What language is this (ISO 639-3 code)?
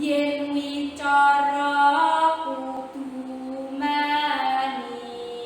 jav